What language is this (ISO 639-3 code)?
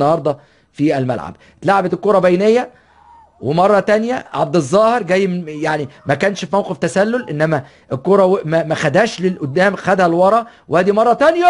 arz